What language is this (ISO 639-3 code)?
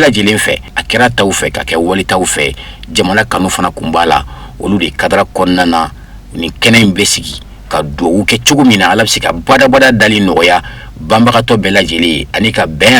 bam